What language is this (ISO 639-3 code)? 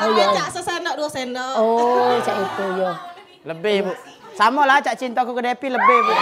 mui